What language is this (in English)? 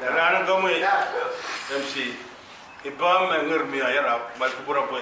Pohnpeian